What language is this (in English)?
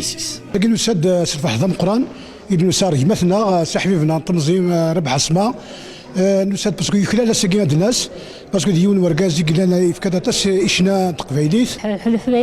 Kabyle